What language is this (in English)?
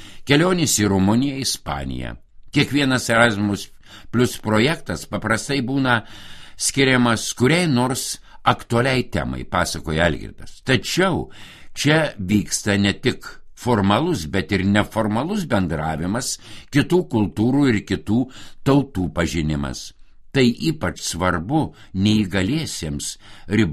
Lithuanian